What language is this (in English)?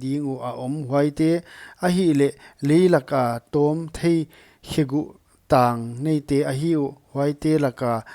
Paite Chin